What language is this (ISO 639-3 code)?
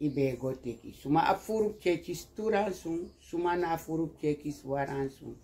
srn